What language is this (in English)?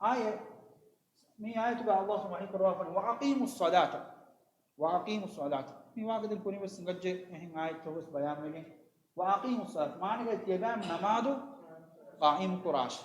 Divehi